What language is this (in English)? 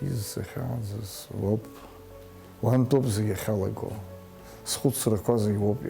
Abkhazian